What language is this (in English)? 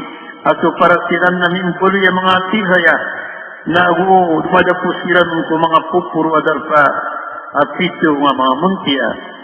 Maranao